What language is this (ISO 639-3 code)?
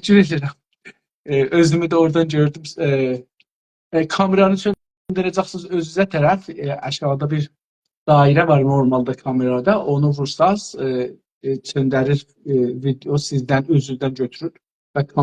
azb